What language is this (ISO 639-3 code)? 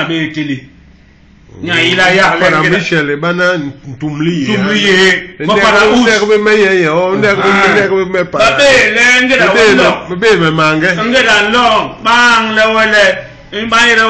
bas